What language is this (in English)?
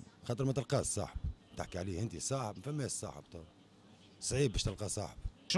Tunisian Arabic